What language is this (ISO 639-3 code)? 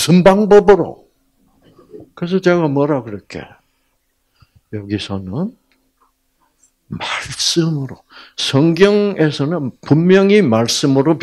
kor